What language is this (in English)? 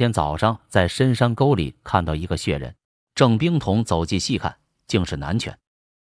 Chinese